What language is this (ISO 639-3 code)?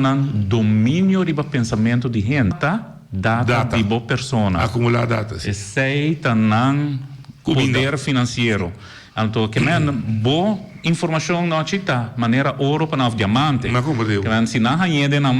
pap